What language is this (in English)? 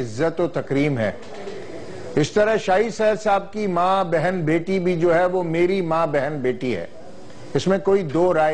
Urdu